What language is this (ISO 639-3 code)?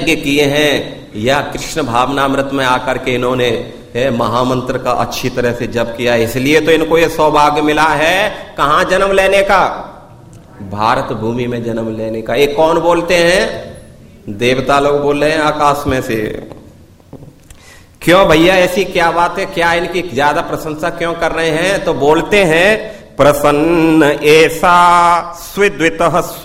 hin